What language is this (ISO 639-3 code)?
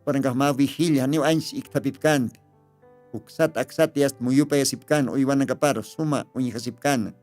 aym